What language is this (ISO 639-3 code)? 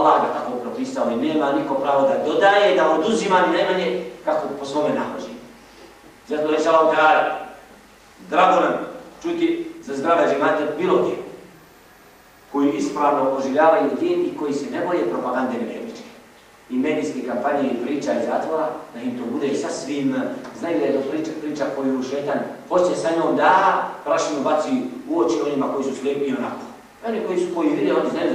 bos